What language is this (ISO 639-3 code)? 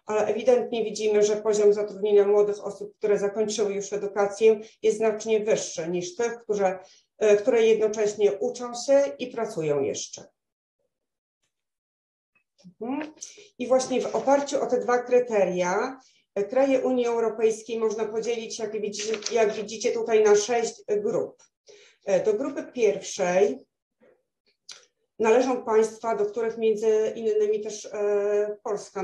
pol